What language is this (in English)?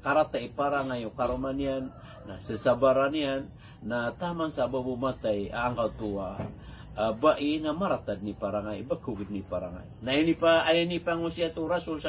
Maranao